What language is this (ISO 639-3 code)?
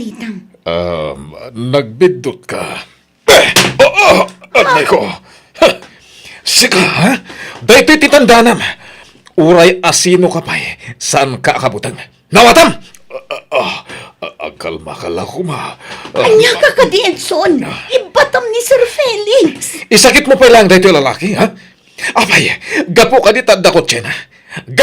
ilo